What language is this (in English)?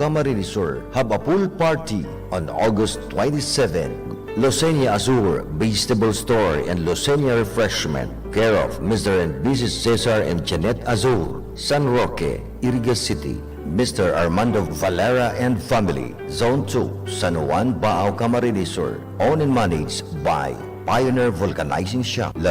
Bikol